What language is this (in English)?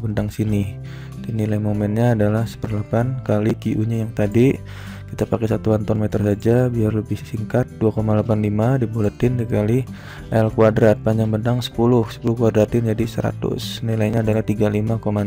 Indonesian